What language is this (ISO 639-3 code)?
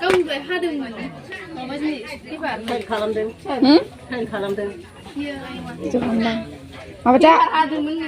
brx